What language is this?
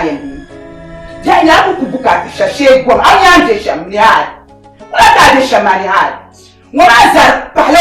Dagbani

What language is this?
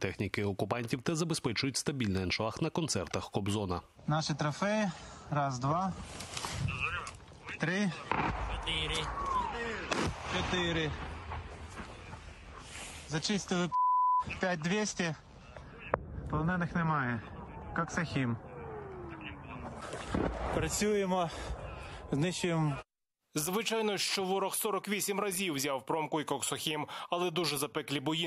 Ukrainian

